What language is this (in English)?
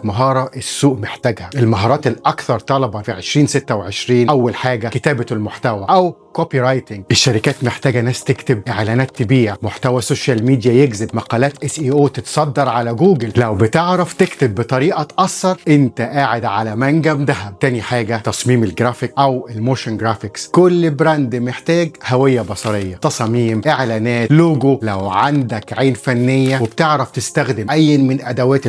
Egyptian Arabic